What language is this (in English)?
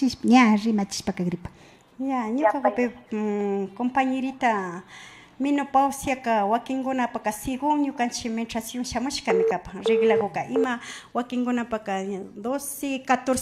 Imbabura Highland Quichua